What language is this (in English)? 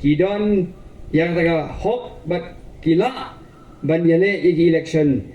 Khasi